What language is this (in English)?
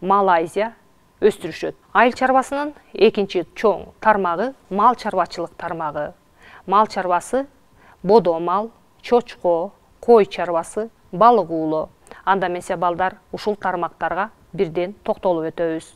Kyrgyz